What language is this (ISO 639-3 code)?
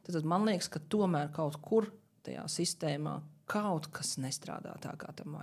lav